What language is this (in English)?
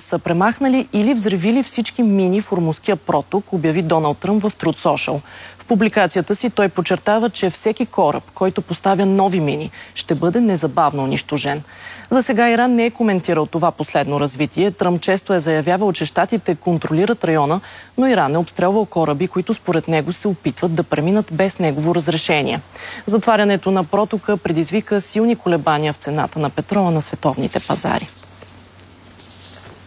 Bulgarian